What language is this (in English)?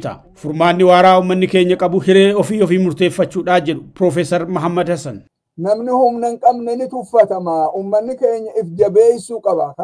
Oromo